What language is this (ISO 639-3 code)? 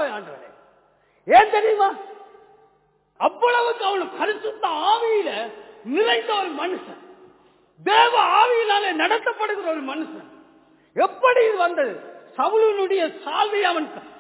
tam